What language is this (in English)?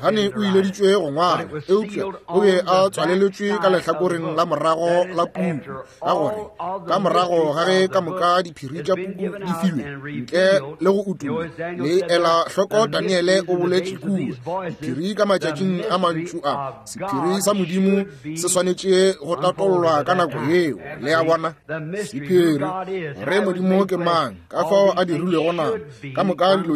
Northern Sotho